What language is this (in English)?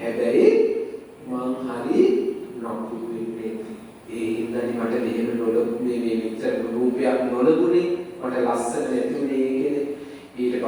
Sinhala